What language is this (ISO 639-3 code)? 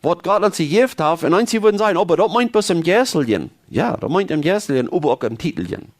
pdt